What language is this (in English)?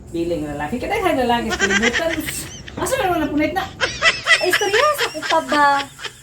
Cebuano